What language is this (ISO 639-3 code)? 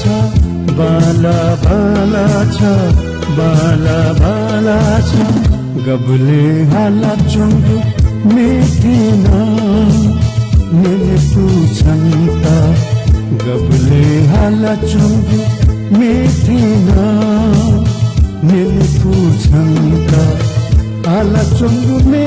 new